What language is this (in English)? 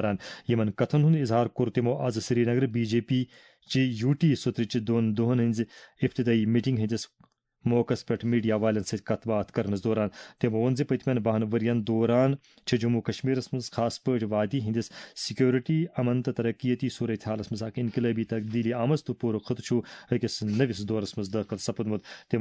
Kashmiri